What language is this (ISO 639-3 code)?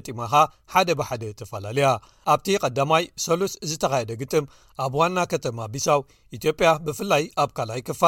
tir